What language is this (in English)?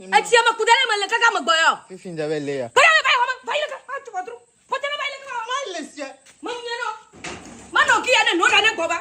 Ewe